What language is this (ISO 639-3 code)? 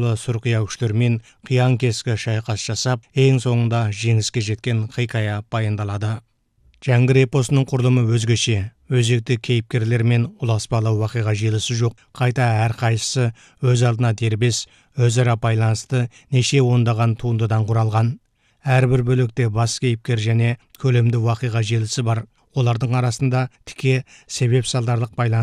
kaz